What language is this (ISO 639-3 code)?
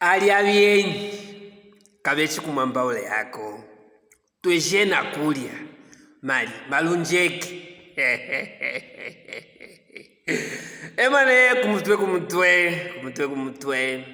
lue